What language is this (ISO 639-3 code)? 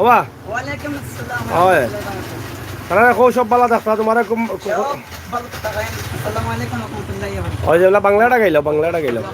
syl